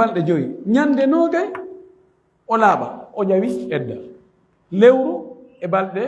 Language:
Fula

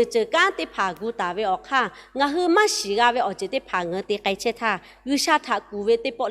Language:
Lahu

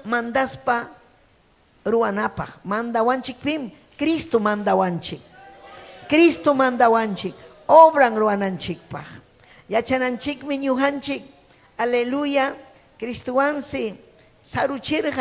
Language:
Ayacucho Quechua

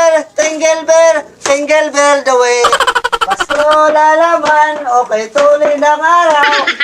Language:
Waray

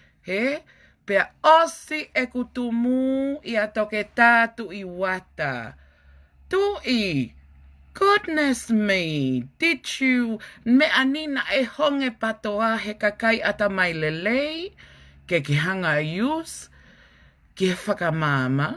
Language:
Tongan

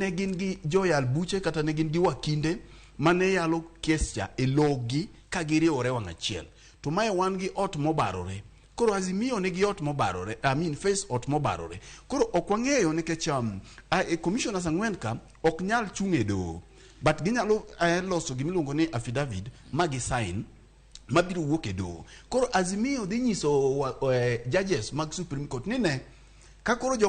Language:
Luo (Kenya and Tanzania)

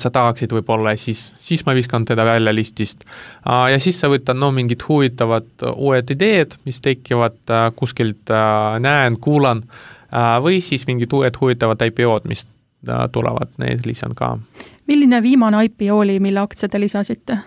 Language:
Estonian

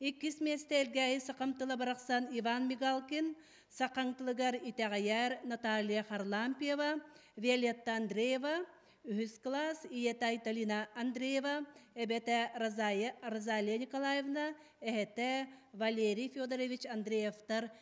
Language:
Yakut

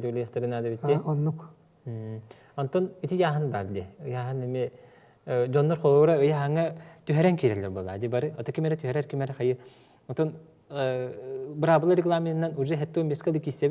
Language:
Yakut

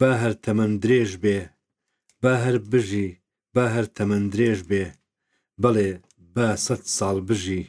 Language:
Central Kurdish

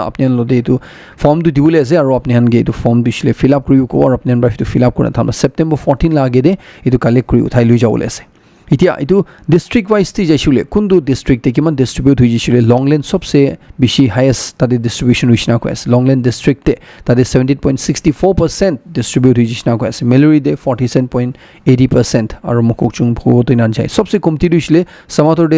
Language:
Naga Pidgin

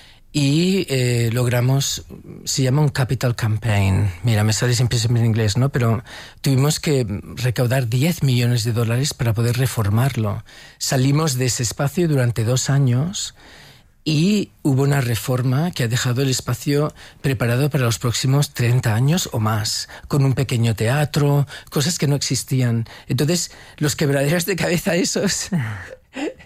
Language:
Spanish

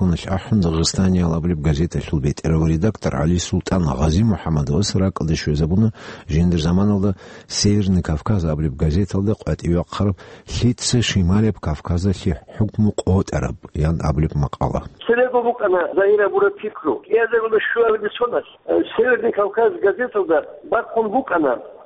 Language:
Avaric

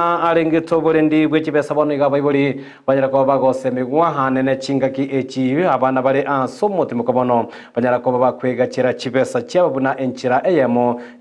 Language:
Gusii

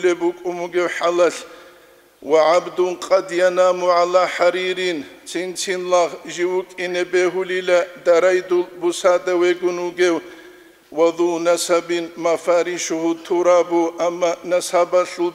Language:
Avaric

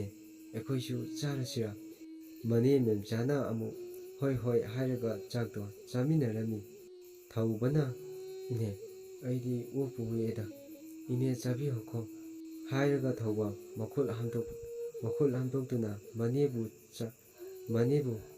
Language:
Manipuri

